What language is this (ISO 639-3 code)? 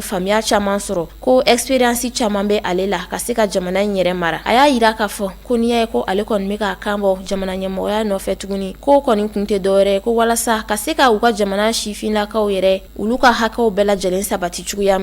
bam